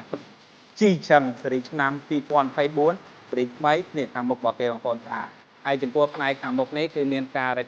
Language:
Khmer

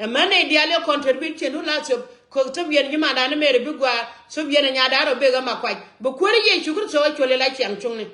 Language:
Nuer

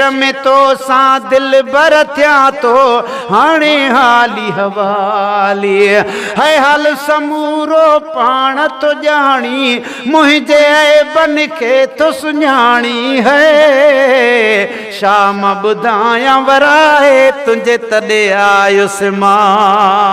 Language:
Sindhi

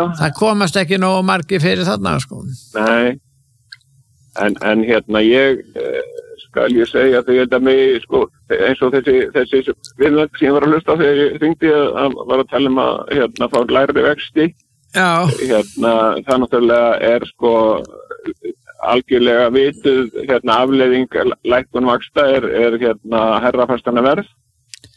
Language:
Icelandic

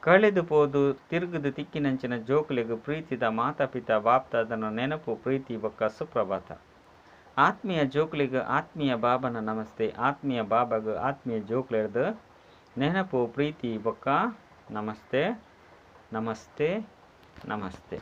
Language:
Tulu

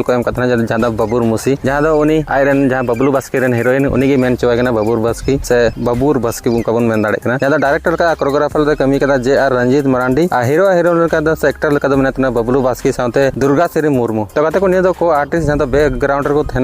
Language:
Santali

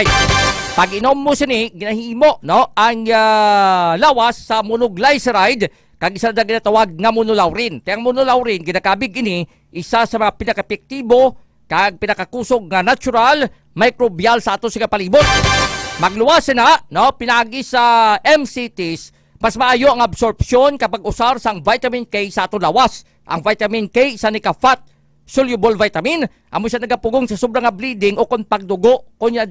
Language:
Hiligaynon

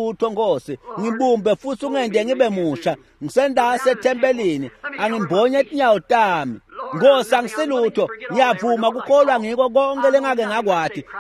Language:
Swati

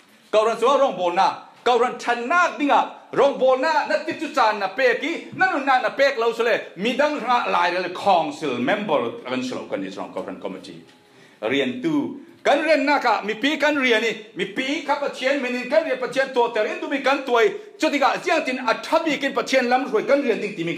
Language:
Falam Chin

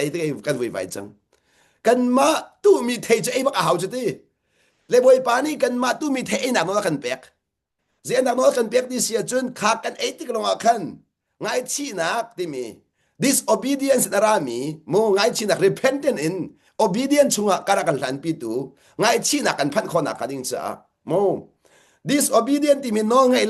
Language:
Hakha Chin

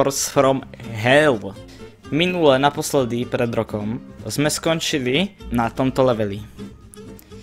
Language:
Slovak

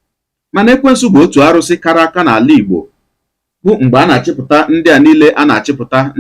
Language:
Igbo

